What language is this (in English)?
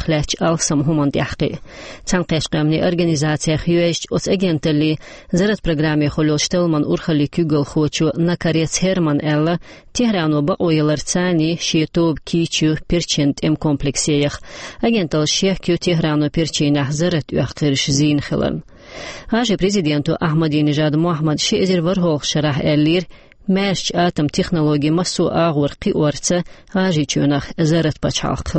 Chechen